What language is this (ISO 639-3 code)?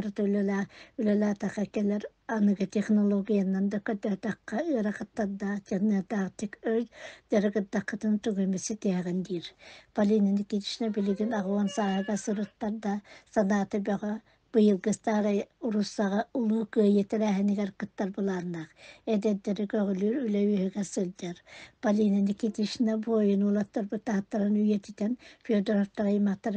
sah